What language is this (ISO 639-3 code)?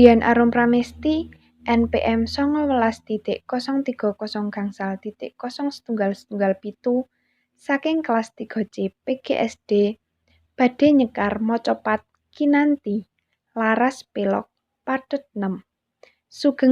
jav